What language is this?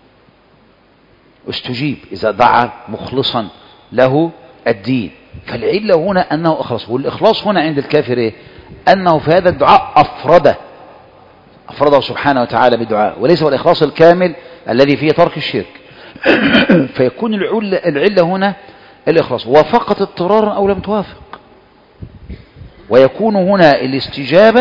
Arabic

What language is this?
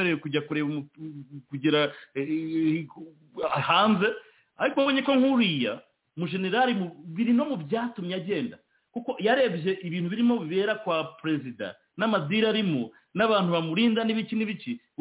Kinyarwanda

